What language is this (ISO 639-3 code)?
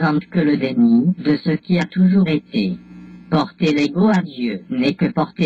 fra